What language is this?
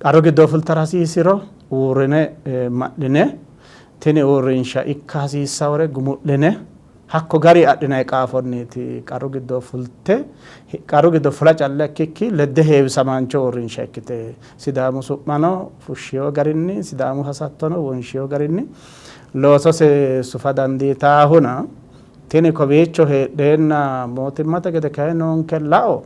Sidamo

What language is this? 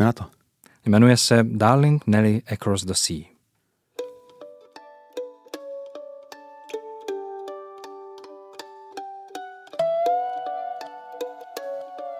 Czech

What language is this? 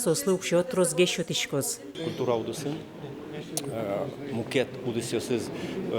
Udmurt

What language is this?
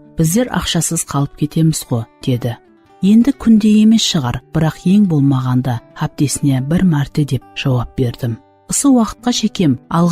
Kara-Kalpak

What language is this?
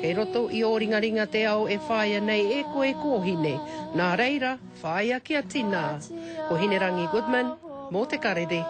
Māori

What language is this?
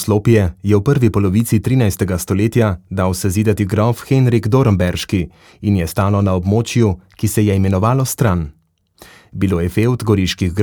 Slovenian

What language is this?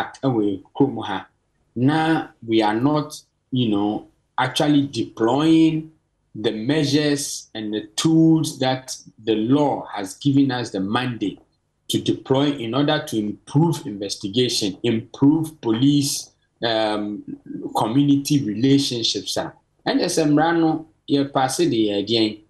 Akan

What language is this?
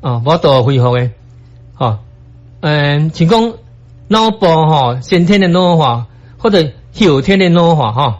Min Nan Chinese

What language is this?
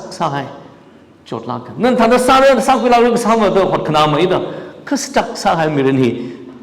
Tangkhul Naga (India)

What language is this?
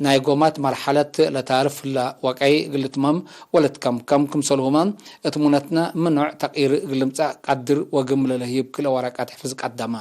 Tigre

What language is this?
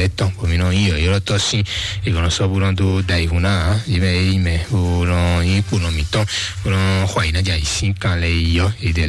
Fon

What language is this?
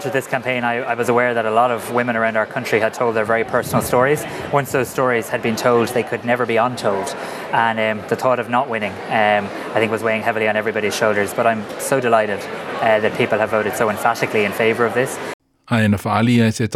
Samoan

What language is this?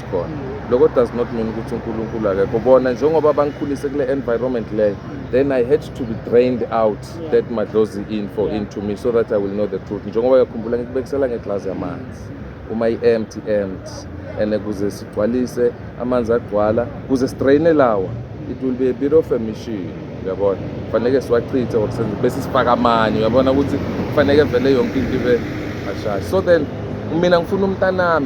Zulu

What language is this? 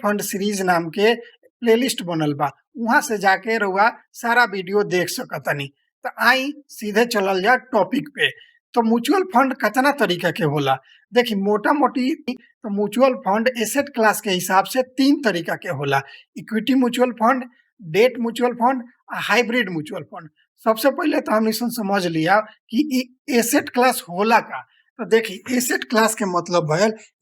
Bhojpuri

